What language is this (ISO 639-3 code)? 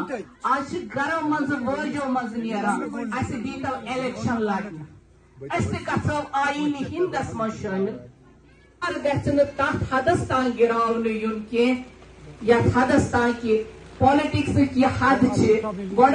kas